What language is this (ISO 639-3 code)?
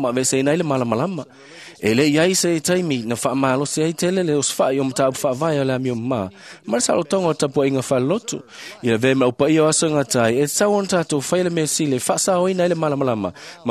smo